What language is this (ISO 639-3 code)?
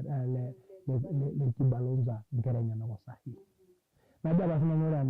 mas